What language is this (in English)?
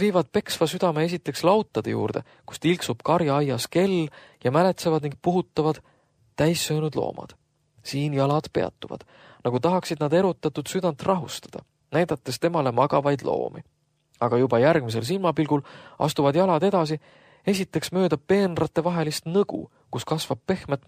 Estonian